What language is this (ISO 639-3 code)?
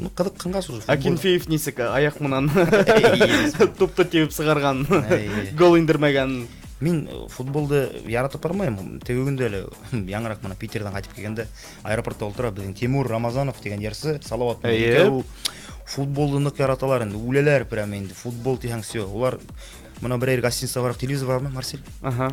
bak